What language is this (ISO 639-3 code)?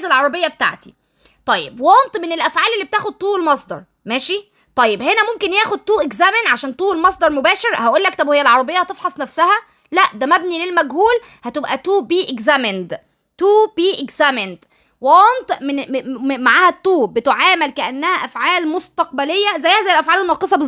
arz